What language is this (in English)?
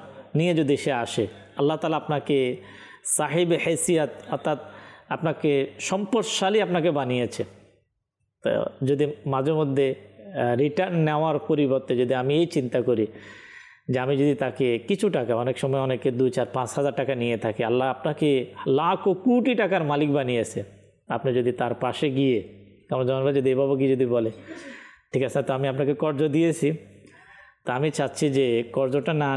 Bangla